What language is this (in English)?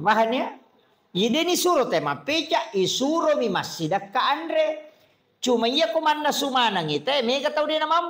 Buginese